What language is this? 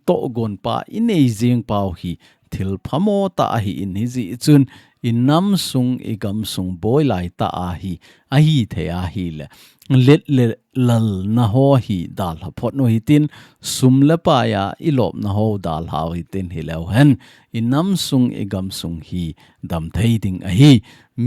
Thado Chin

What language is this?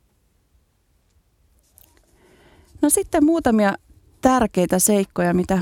Finnish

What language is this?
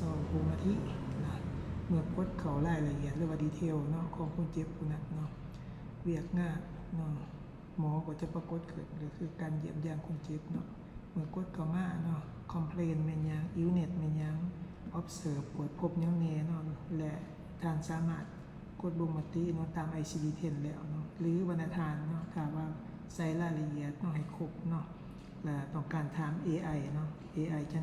Lao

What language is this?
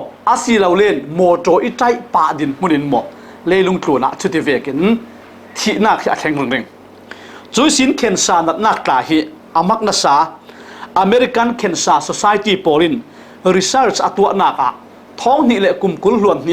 Falam Chin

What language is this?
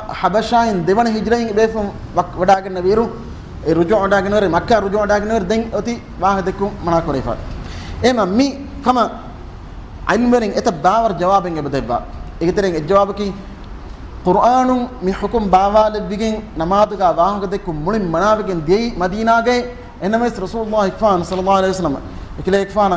Divehi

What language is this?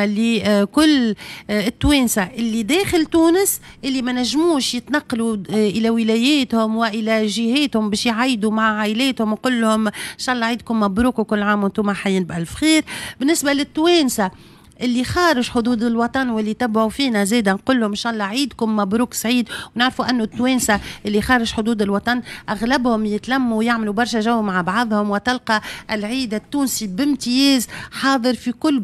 Tunisian Arabic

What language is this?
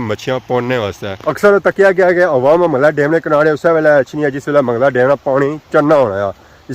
Pahari-Potwari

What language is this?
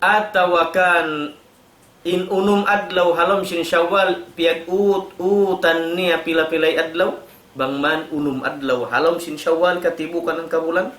Tausug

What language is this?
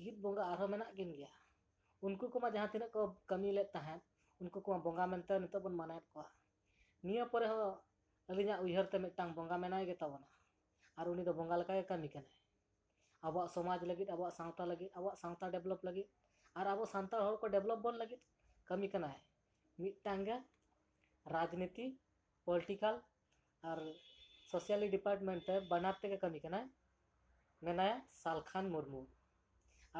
Santali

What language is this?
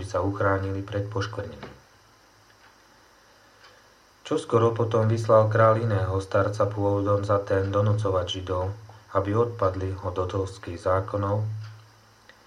Slovak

